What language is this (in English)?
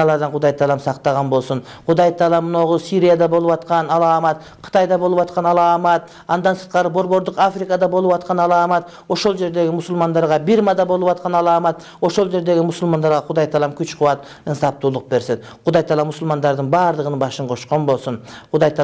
Kyrgyz